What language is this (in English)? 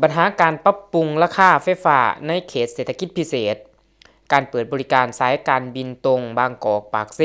Lao